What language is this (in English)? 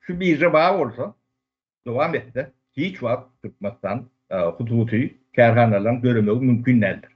Turkmen